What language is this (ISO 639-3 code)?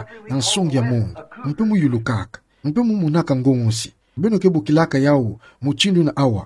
ktu